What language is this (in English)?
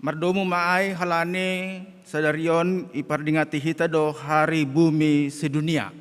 Batak Simalungun